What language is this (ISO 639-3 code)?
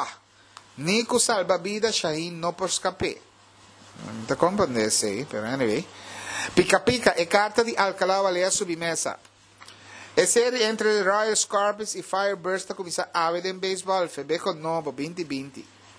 pap